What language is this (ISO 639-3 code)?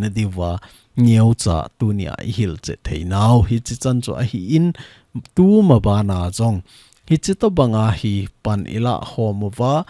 tcz